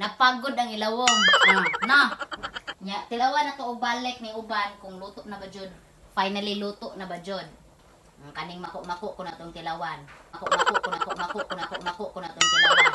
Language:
Cebuano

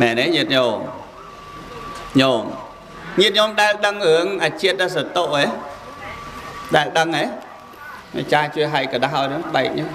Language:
Khmer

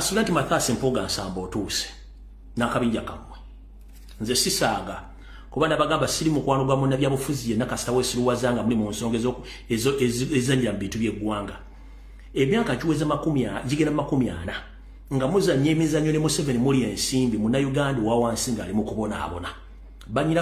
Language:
Ganda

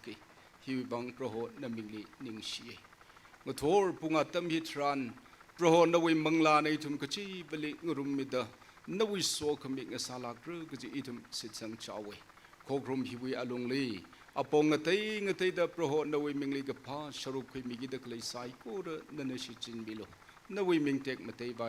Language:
Tangkhul Naga (India)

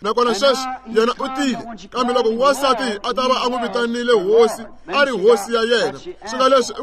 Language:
Tsonga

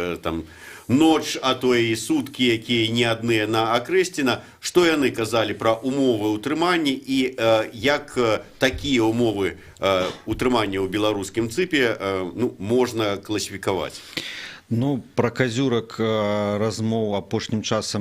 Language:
Belarusian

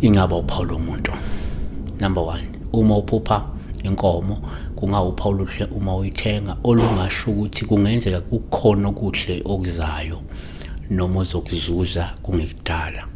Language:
Zulu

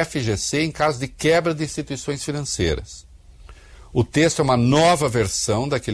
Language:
Portuguese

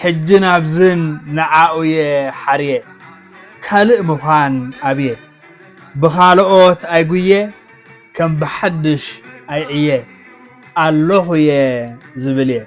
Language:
Tigrinya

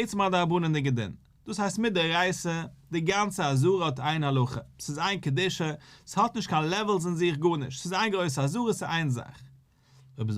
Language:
Yiddish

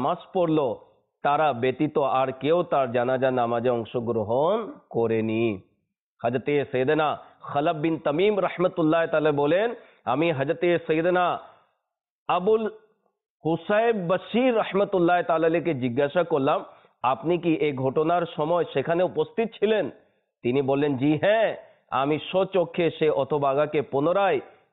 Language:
Bangla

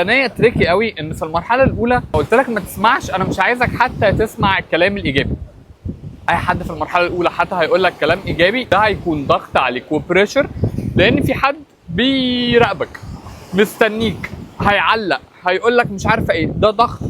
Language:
Egyptian Arabic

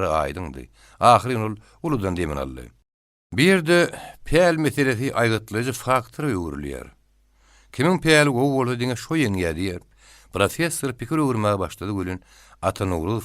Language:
Turkmen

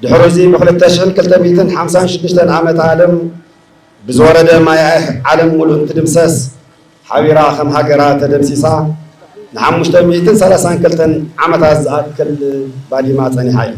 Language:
Tigrinya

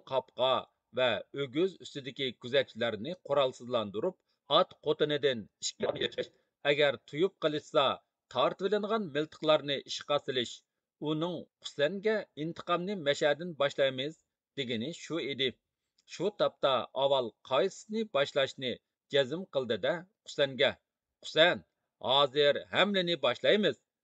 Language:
Uyghur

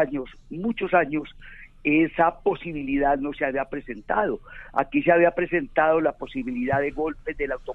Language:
Spanish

